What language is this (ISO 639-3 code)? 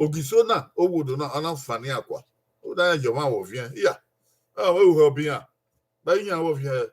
bin